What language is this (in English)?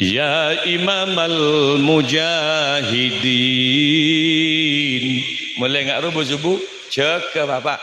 Madurese